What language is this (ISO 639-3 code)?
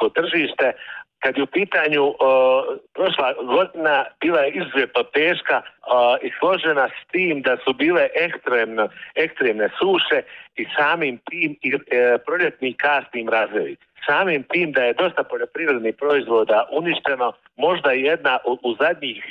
bos